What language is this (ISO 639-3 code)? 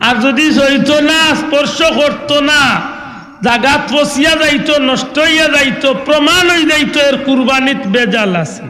syl